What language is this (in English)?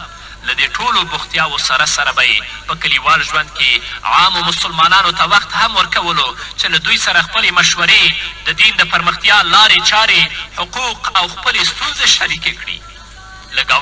Pashto